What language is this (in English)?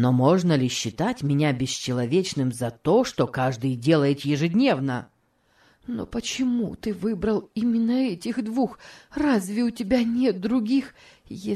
Russian